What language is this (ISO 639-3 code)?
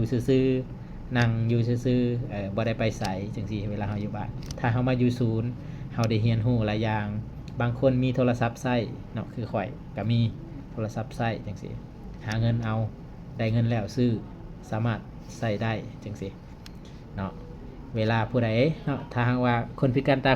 lao